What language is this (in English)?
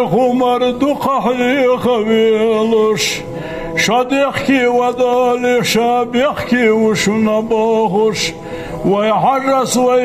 Ingush